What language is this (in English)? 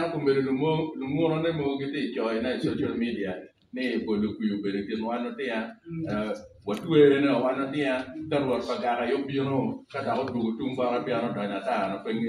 Acoli